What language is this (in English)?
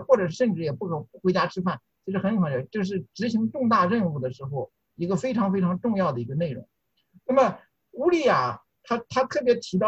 Chinese